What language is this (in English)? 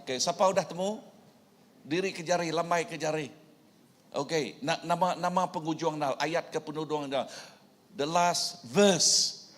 Iban